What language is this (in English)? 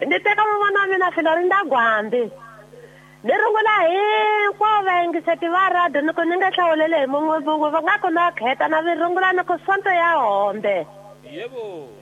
Tsonga